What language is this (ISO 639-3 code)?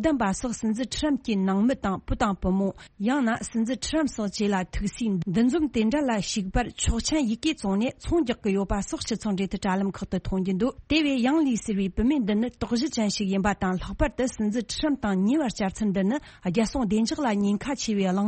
bod